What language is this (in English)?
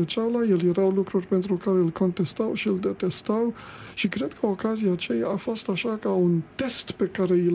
Romanian